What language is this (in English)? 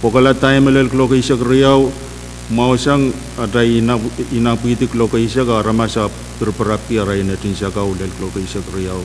Pohnpeian